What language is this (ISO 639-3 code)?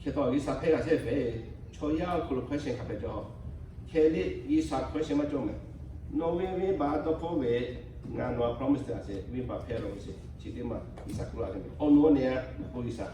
lhu